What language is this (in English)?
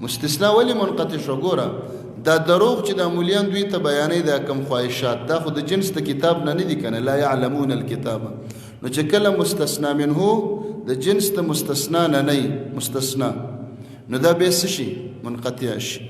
Pashto